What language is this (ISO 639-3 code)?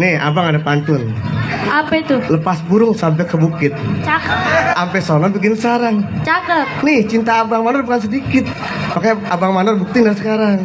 bew